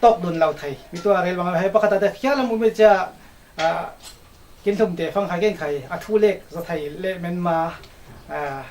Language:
Falam Chin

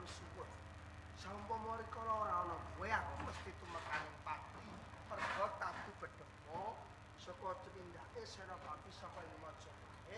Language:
Javanese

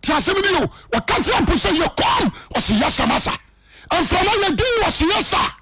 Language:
Akan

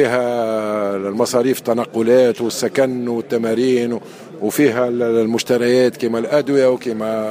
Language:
Tunisian Arabic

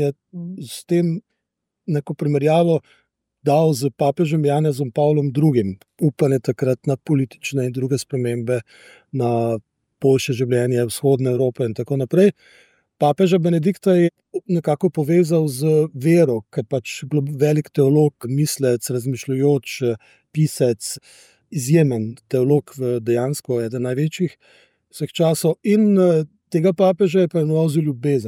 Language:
Slovenian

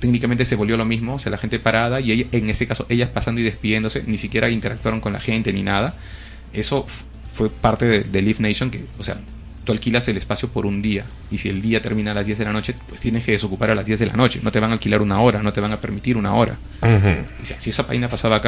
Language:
Spanish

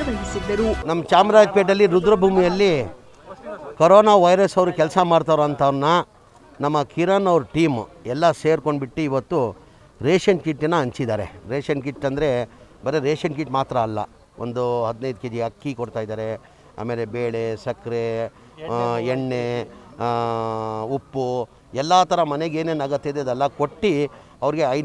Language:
Kannada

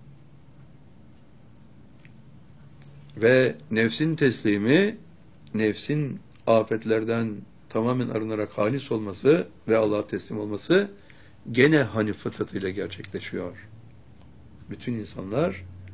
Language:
Turkish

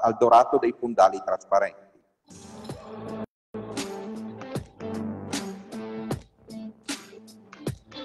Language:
Italian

